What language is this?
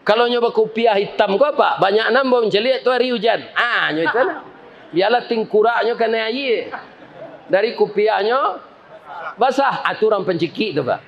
Minangkabau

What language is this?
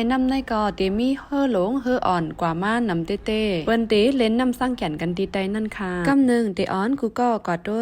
Shan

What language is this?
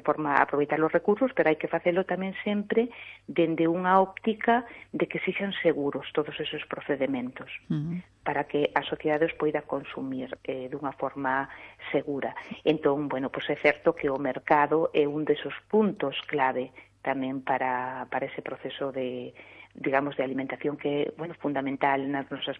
Galician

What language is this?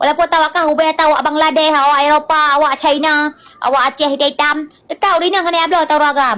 Achinese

